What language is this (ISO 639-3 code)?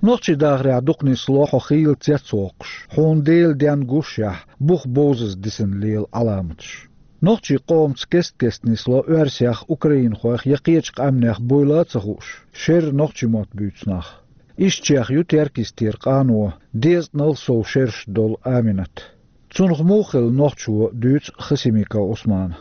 che